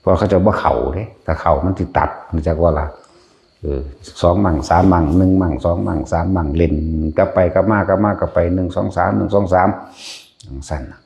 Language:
Northeastern Thai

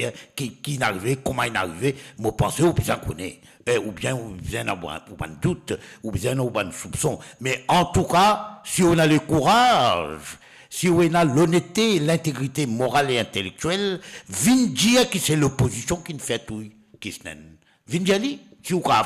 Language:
Morisyen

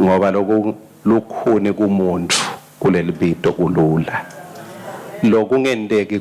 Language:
Swati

